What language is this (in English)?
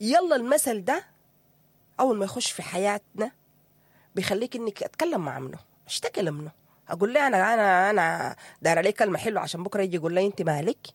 Sudanese Arabic